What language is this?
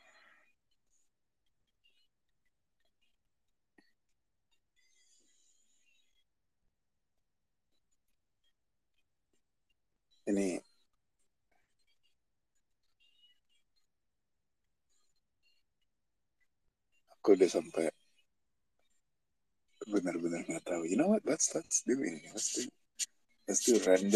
Indonesian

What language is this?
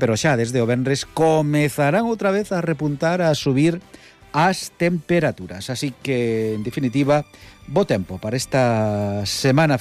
Galician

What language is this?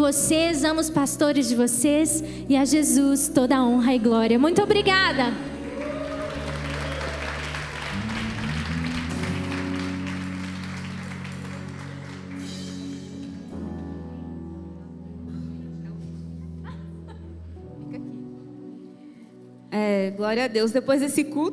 Portuguese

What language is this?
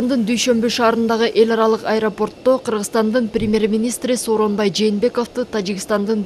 Kyrgyz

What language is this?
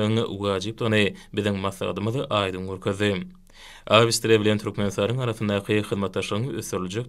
Turkmen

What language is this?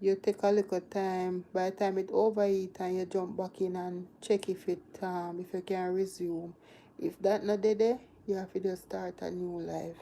Jamaican Creole English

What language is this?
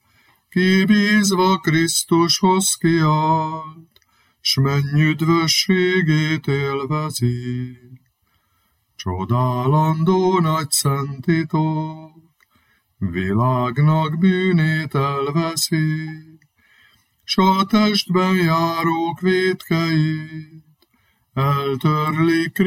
Hungarian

